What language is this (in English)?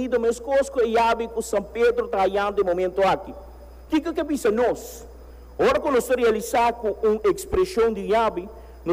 Papiamento